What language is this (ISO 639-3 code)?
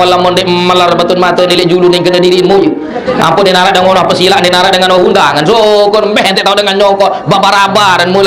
sas